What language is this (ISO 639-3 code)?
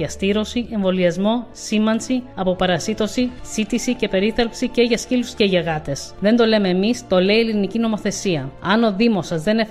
ell